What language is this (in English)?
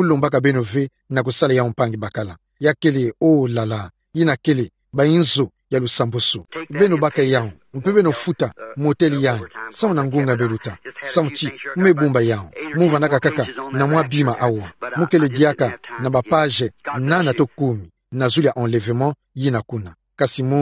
Kituba (Democratic Republic of Congo)